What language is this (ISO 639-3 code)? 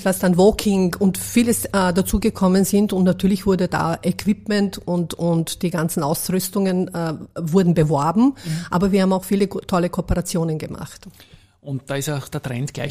deu